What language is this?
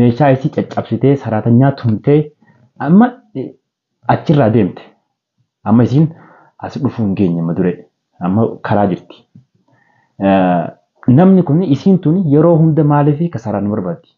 Oromo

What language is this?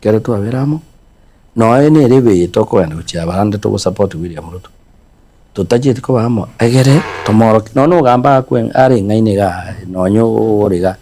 Gusii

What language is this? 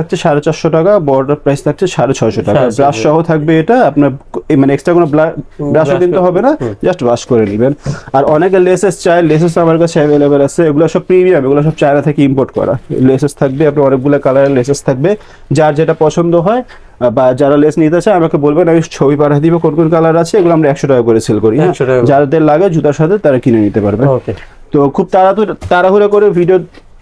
Bangla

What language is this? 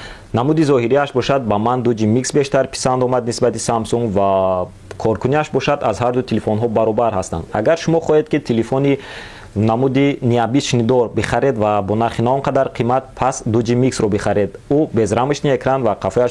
Tajik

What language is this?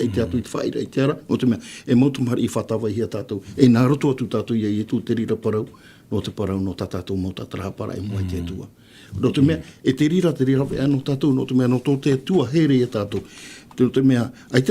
Tahitian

